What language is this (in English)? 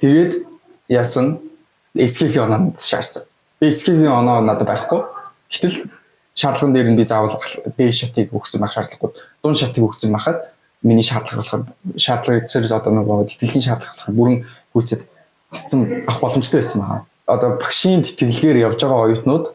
Mongolian